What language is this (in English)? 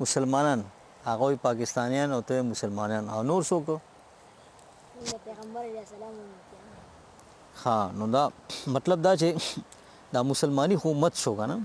Pashto